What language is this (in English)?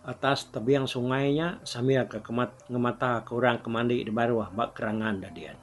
Iban